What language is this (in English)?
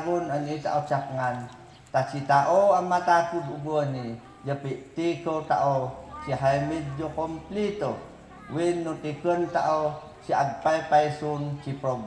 Mayoyao Ifugao